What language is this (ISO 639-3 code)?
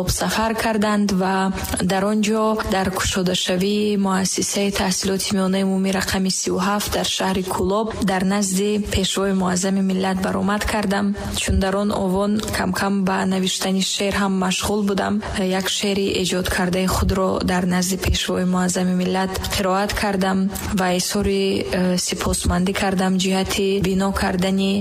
tgk